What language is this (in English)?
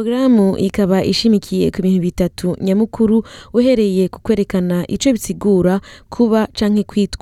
Rundi